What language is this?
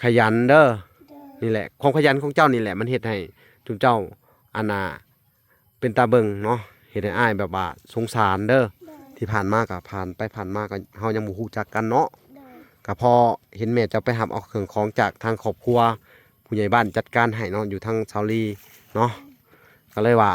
Lao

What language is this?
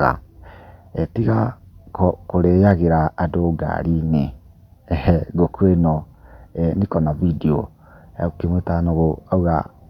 Kikuyu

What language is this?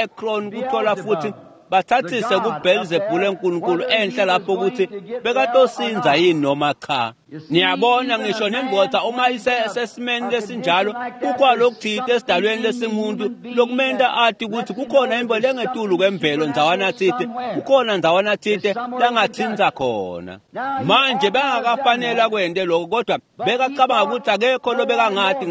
Swati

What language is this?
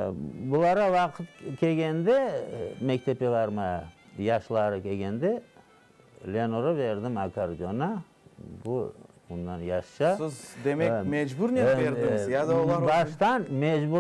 Crimean Tatar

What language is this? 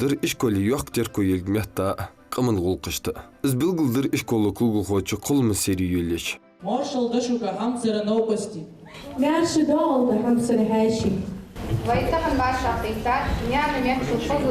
Ingush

